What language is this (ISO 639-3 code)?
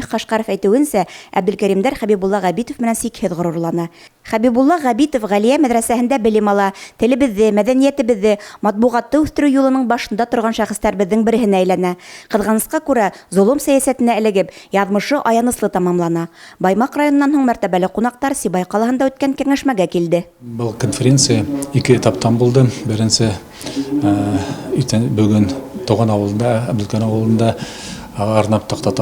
bak